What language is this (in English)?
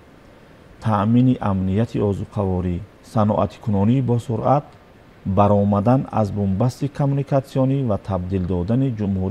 Tajik